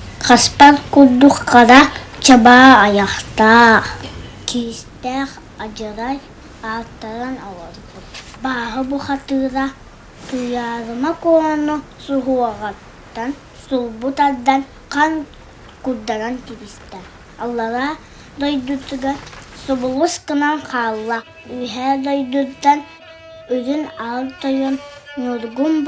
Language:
Yakut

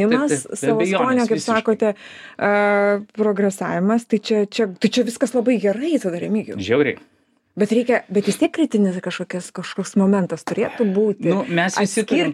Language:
Lithuanian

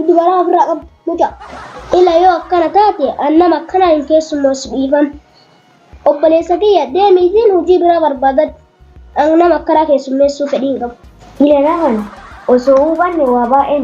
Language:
Oromo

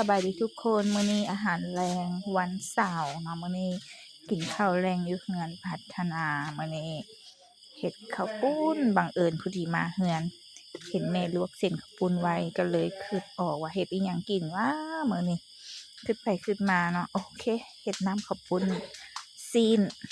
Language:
Lao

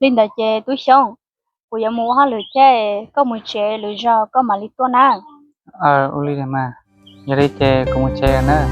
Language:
Hmong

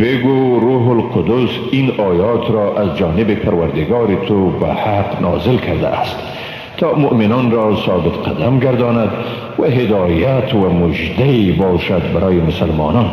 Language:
Persian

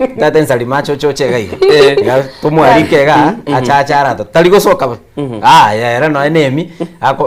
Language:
Gusii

